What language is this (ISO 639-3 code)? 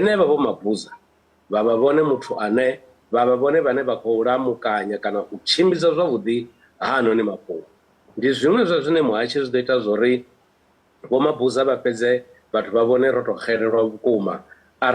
ven